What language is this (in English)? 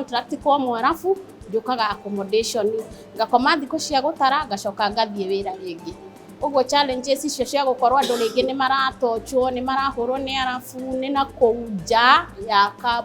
Kikuyu